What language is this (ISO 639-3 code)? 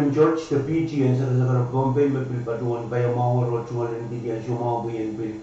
pon